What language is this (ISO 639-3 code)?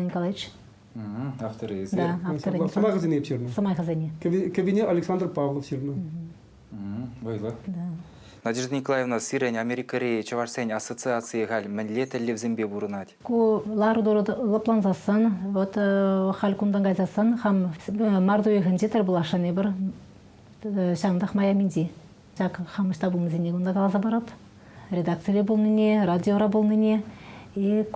chv